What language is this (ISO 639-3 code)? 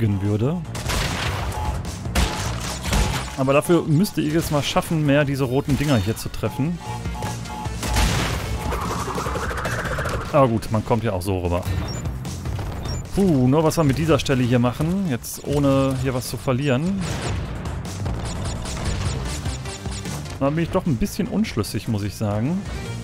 deu